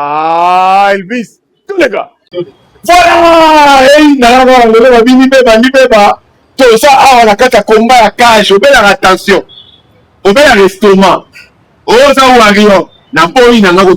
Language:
Lingala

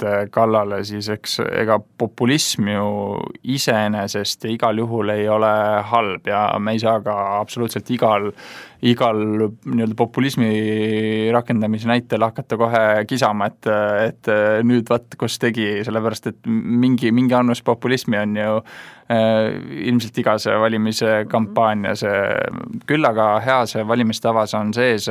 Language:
Estonian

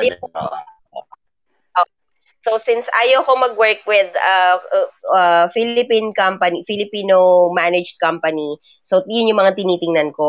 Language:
Filipino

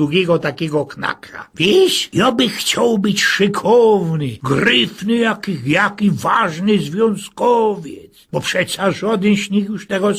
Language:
Silesian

